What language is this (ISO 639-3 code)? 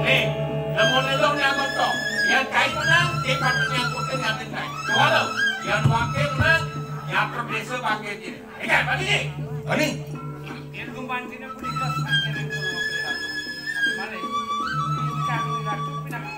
ban